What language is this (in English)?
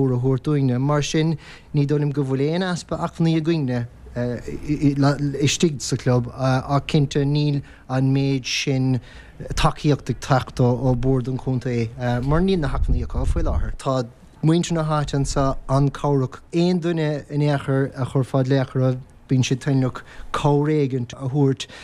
Irish